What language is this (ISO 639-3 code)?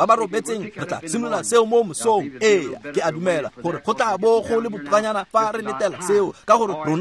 tsn